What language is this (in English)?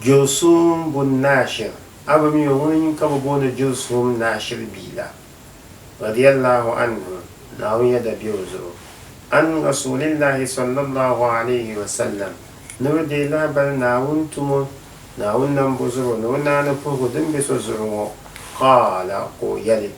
Dagbani